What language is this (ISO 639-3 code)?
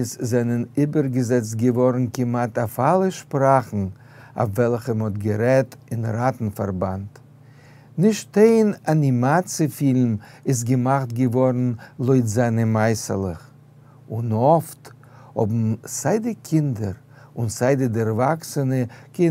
yid